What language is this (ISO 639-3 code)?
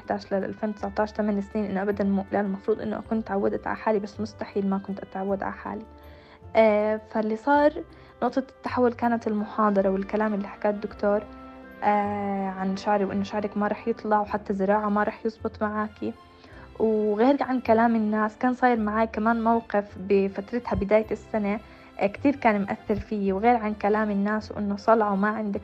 apc